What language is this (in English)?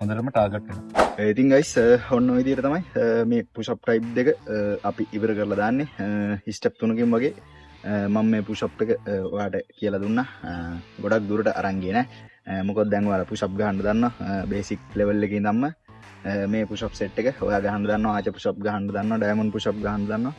Sinhala